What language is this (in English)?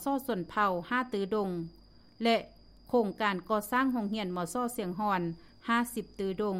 Lao